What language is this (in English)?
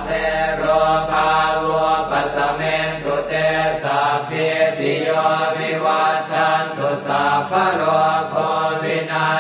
Pali